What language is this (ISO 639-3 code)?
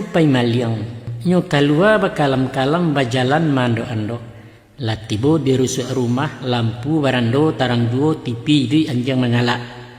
min